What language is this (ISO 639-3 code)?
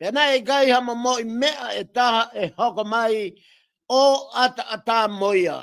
ton